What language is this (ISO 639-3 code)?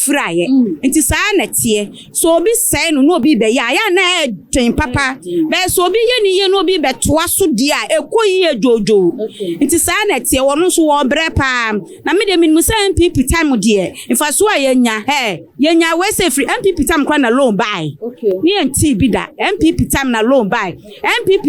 aka